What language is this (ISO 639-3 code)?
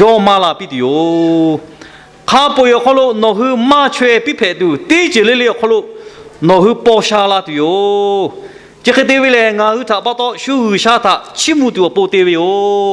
lhu